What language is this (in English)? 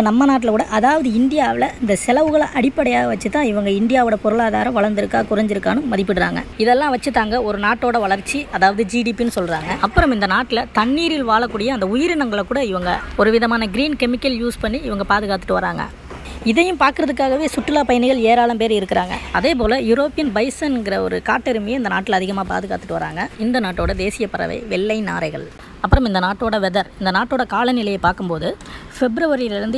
Tamil